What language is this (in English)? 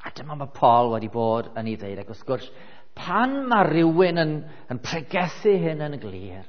Welsh